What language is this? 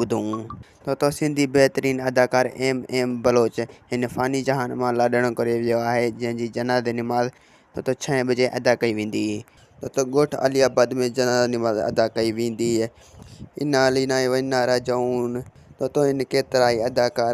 Sindhi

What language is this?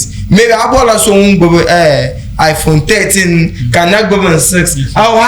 Dagbani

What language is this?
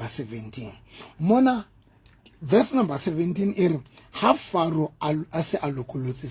Southern Sotho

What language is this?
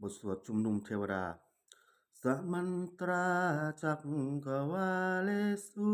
Pali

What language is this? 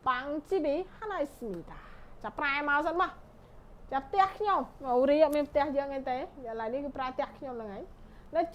Khmer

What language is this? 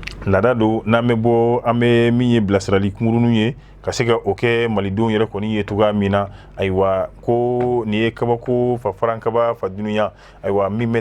Bambara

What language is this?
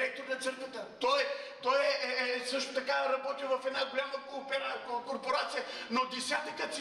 Bulgarian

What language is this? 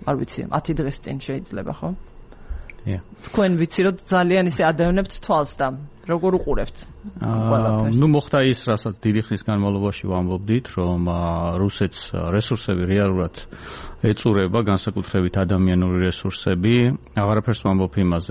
Georgian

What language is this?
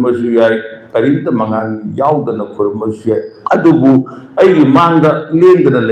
Manipuri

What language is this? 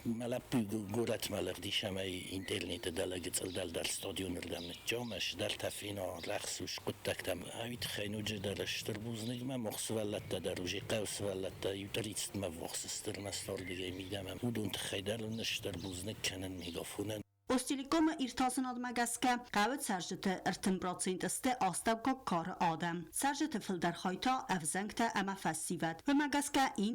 Ossetic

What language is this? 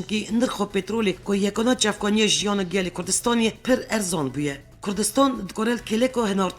Kurdish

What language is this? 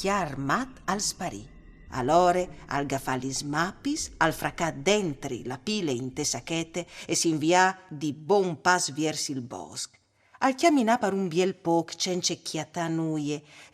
Friulian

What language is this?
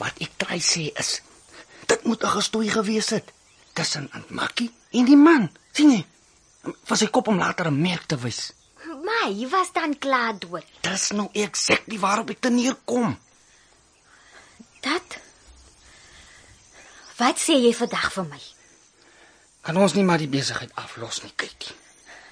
Afrikaans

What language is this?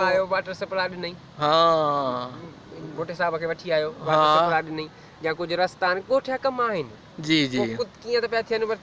Sindhi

